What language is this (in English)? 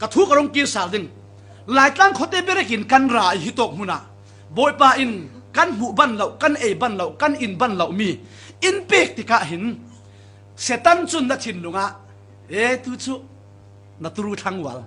Falam Chin